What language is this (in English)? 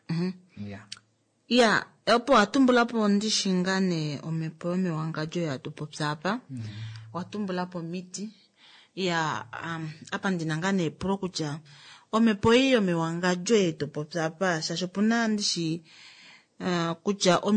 Kuanyama